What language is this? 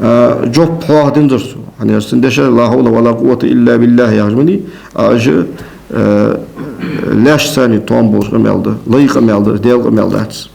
Ingush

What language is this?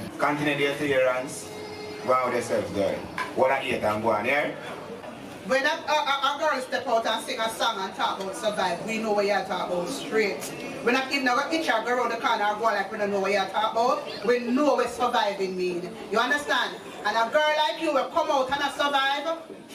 Jamaican Creole English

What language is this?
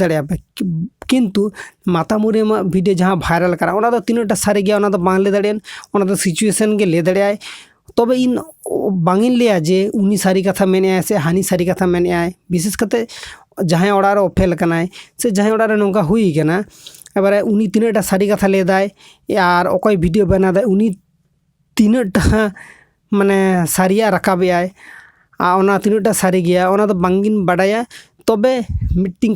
Santali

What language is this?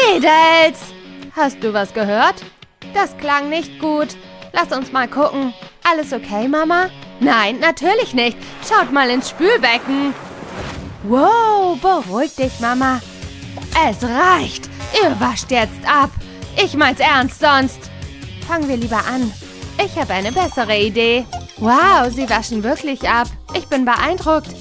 German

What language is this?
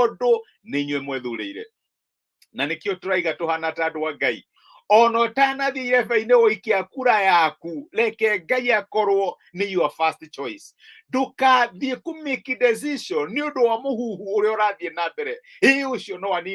Kikuyu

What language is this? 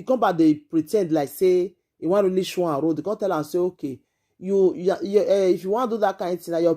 Nigerian Pidgin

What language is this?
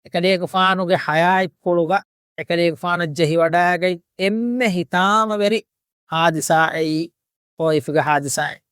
Divehi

